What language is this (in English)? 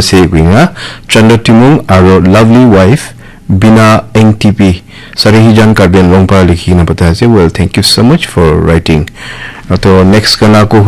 Naga Pidgin